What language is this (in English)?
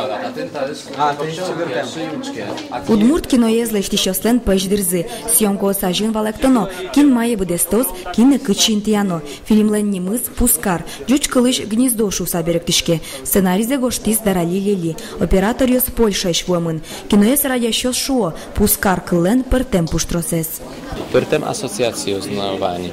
Udmurt